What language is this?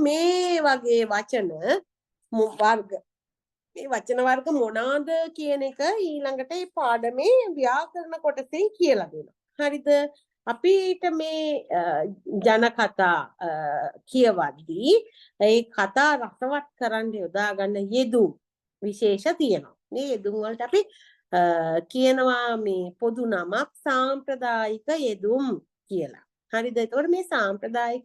Sinhala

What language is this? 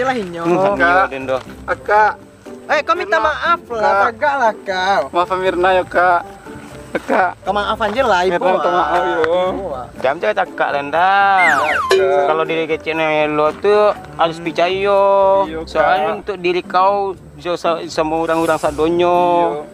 Minangkabau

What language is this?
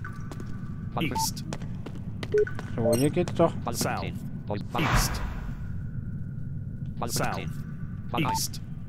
German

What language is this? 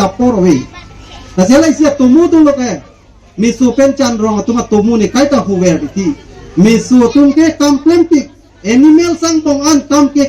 Karbi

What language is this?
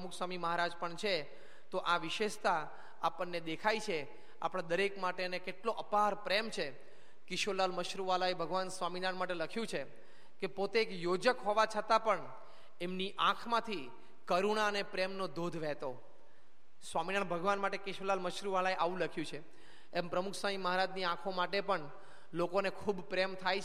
Gujarati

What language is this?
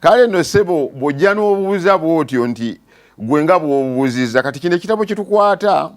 Ganda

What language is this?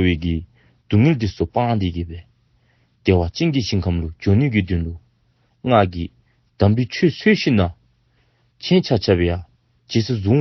Dzongkha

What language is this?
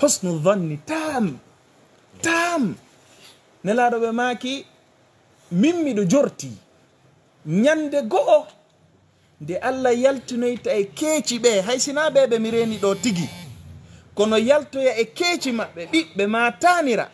Fula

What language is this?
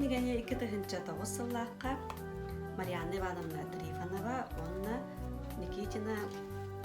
Yakut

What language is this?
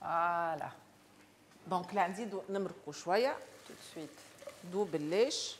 Tunisian Arabic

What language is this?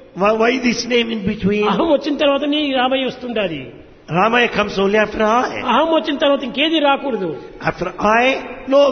Telugu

